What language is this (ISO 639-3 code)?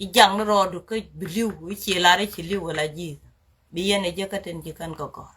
nus